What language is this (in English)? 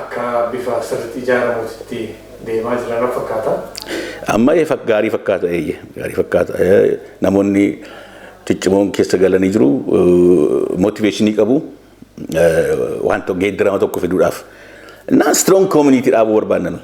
Oromo